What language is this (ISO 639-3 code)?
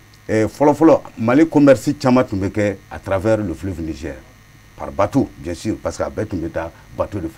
bam